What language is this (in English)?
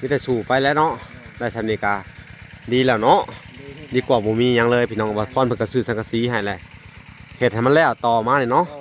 Lao